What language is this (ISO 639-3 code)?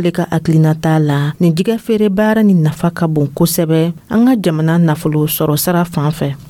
dyu